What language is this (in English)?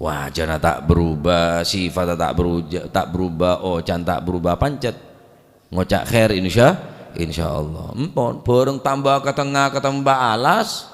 Madurese